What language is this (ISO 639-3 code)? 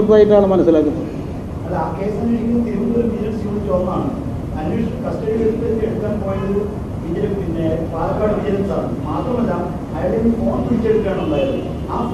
mal